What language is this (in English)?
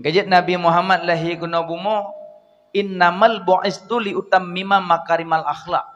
Achinese